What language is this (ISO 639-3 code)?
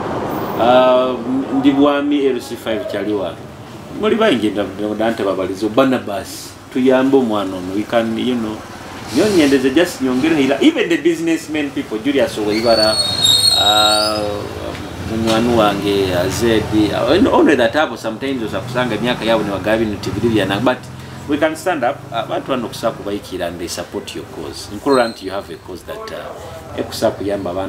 nyo